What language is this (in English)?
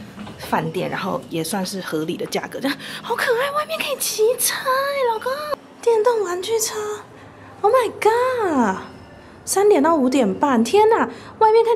Chinese